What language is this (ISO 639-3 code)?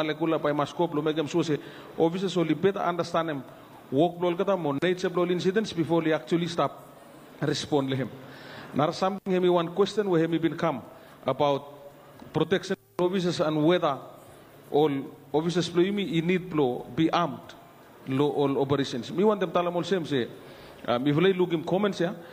bis